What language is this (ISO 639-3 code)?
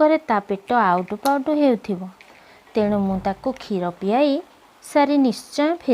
ori